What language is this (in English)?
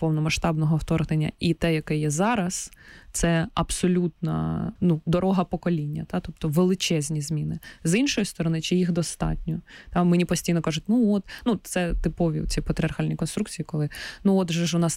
Ukrainian